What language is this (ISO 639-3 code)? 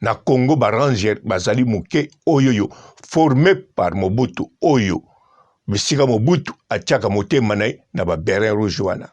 lin